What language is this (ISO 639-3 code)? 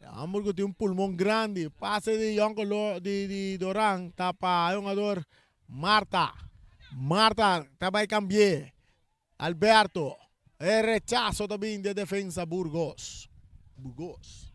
pap